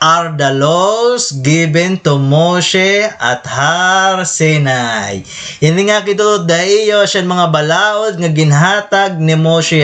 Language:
Waray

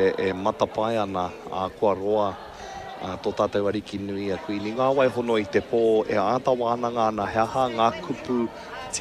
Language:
Māori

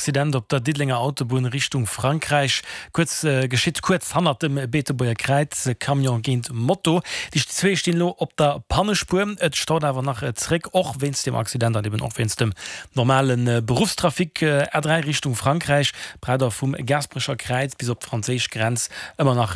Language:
Luxembourgish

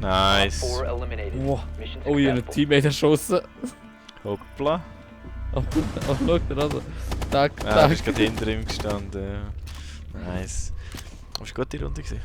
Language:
Swiss German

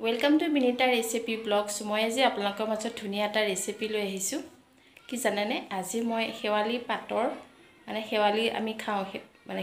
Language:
Assamese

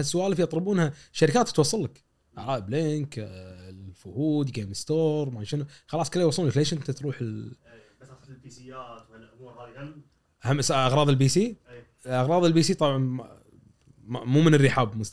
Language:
Gulf Arabic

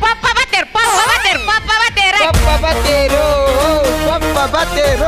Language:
Tulu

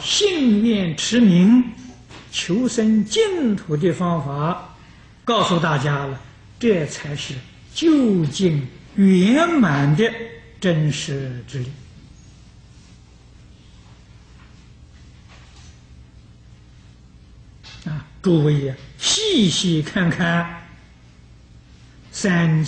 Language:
Chinese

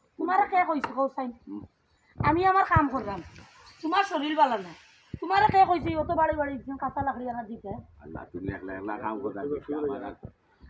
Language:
Sylheti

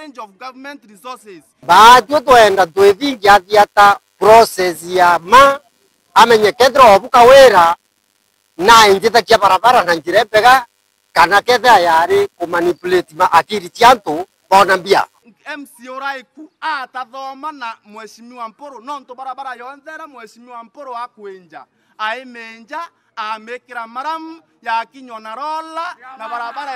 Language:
Meru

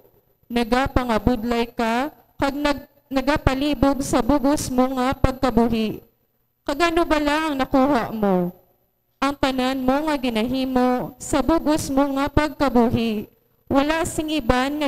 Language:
Hiligaynon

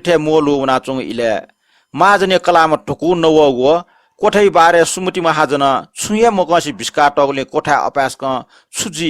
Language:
Newari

